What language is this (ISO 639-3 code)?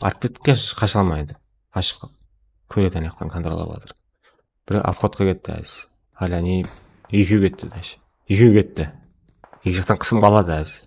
kaa